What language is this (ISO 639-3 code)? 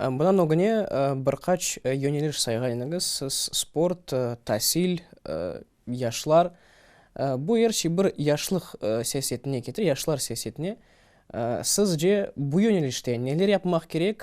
crh